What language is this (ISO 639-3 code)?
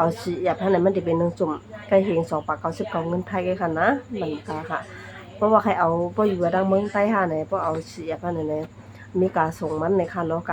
shn